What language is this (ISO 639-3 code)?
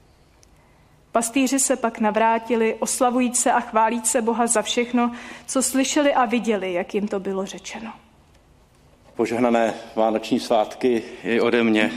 ces